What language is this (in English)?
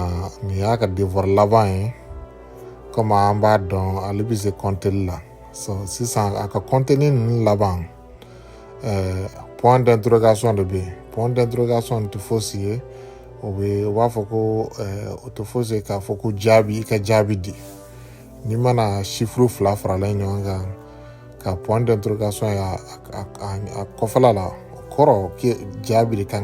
Bambara